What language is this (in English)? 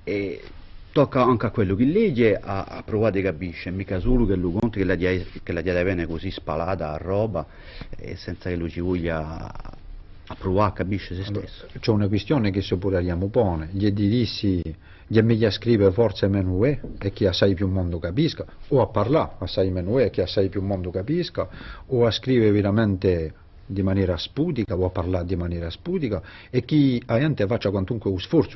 Corsican